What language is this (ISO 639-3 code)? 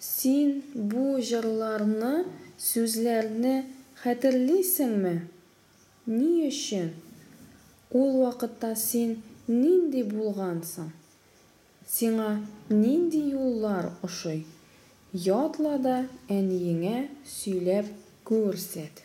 tat